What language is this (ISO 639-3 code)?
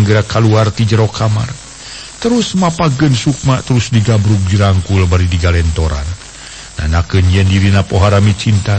sun